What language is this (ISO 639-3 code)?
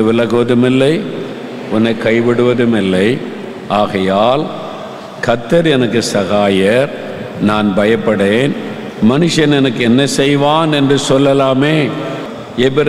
tam